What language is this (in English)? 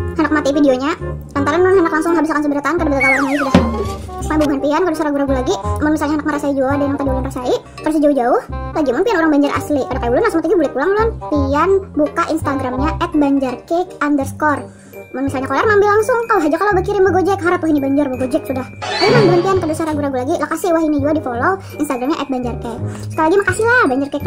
Banjar